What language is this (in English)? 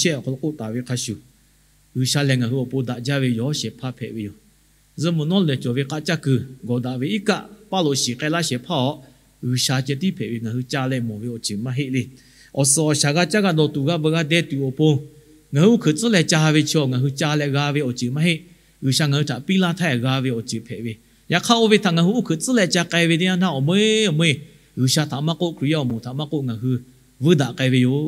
Lahu